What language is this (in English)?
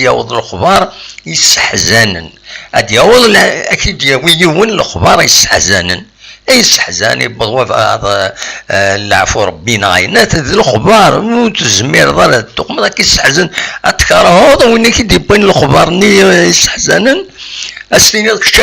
Kabyle